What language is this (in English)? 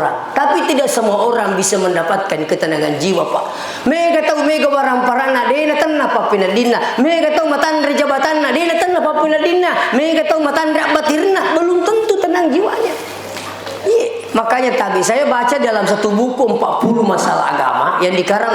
Buginese